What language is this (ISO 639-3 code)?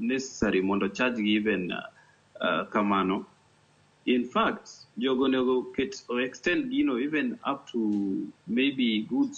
luo